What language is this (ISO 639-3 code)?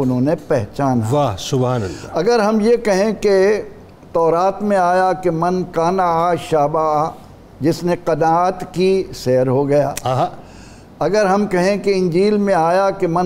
urd